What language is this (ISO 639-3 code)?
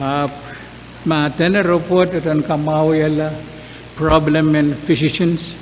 pon